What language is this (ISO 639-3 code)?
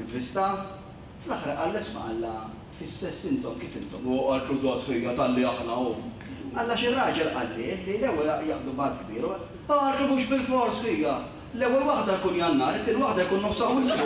mlt